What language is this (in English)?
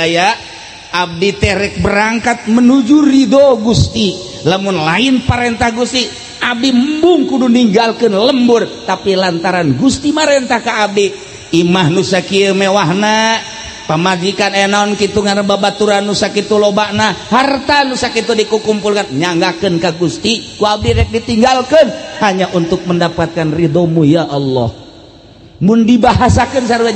Sundanese